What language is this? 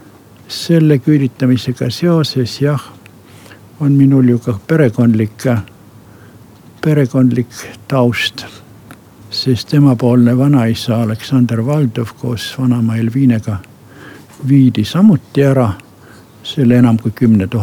Estonian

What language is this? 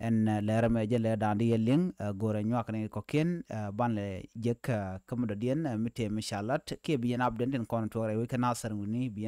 Nuer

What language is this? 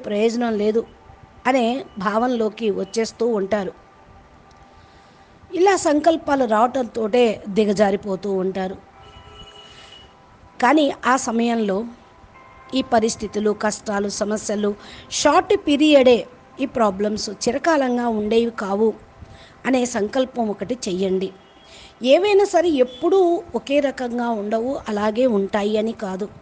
Telugu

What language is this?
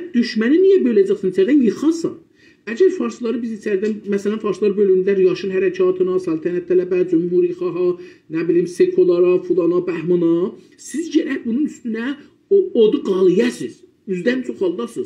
South Azerbaijani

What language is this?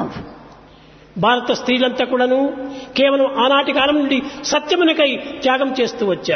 Telugu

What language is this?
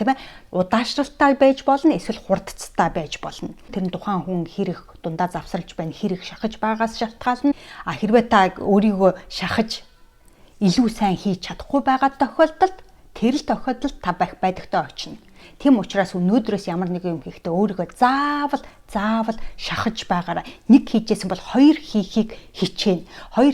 Mongolian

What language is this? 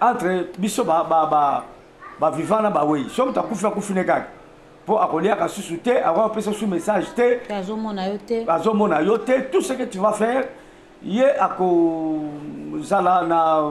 Lingala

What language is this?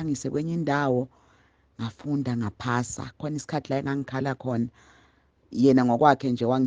Zulu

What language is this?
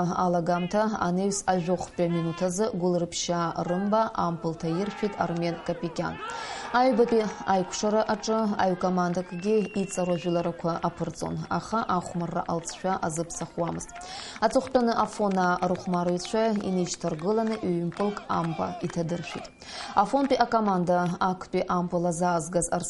Abkhazian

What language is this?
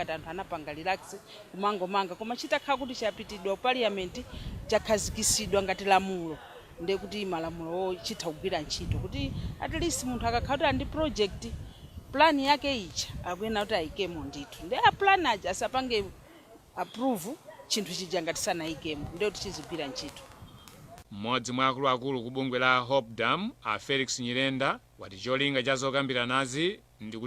Nyanja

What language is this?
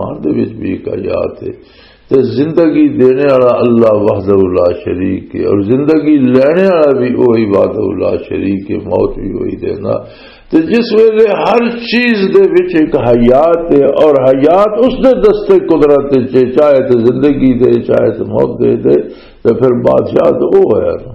Western Panjabi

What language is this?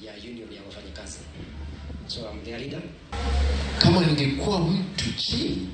Luo (Kenya and Tanzania)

